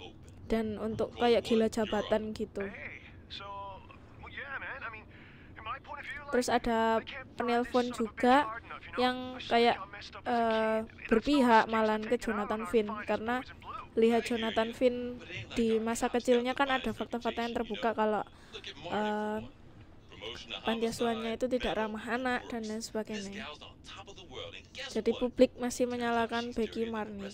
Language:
Indonesian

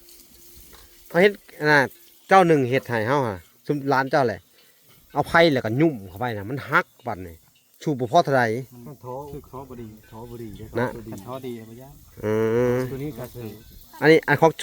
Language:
Lao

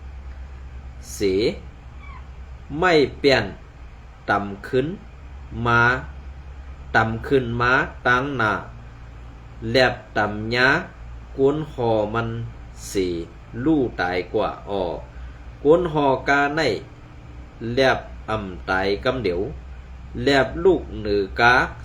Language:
Shan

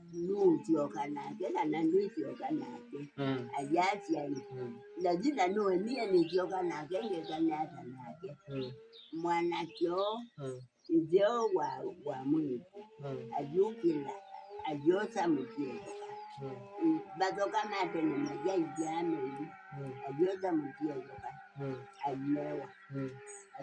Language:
Kamba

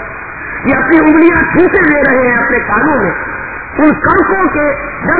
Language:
Urdu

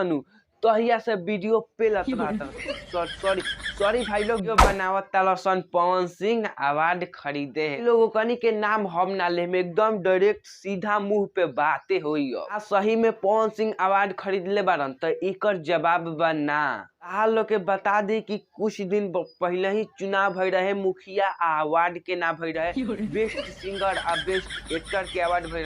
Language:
Bhojpuri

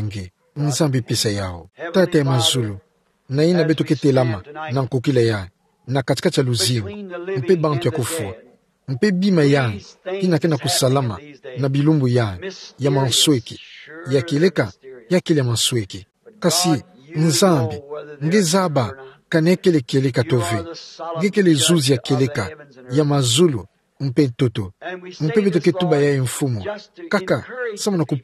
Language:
Kituba (Democratic Republic of Congo)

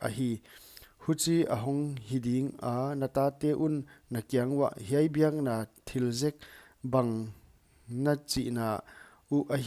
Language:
Paite Chin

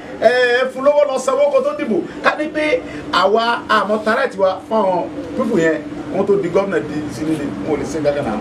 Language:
Yoruba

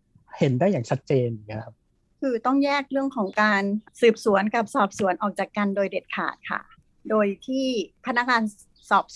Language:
Thai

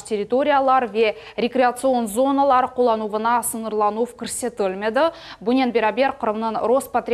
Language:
Crimean Tatar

